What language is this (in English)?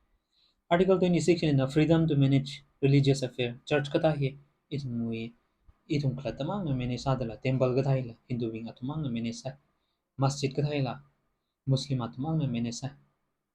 Tangkhul Naga (India)